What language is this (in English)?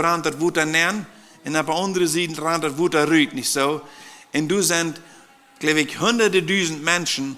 Plautdietsch